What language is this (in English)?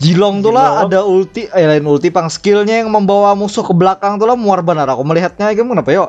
Banjar